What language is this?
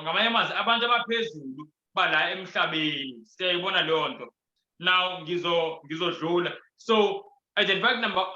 Zulu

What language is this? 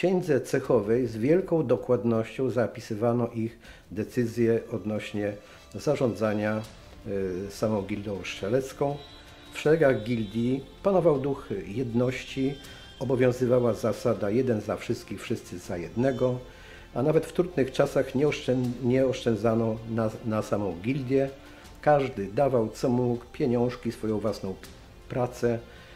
Polish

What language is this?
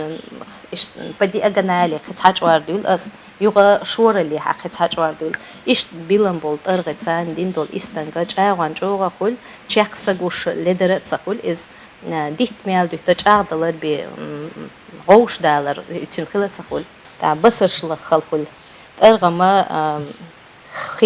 Chechen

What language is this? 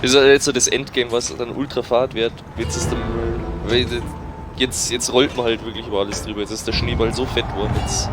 Bavarian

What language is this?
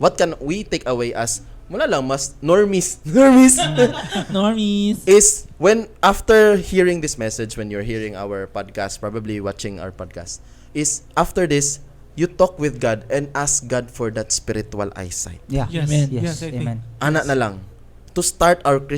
Cebuano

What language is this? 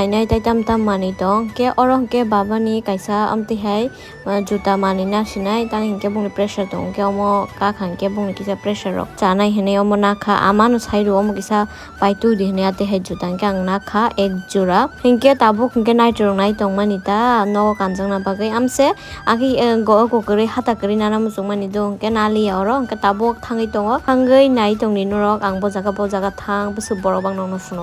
Kok Borok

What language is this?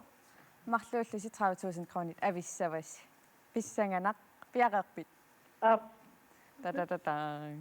Kalaallisut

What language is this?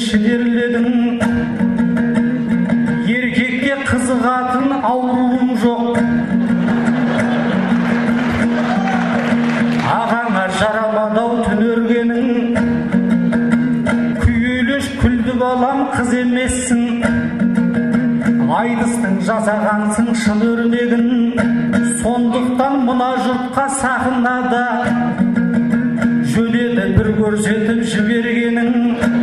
Kazakh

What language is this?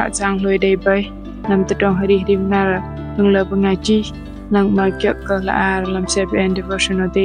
Bahnar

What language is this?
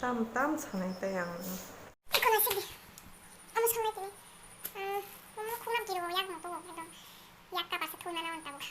Kok Borok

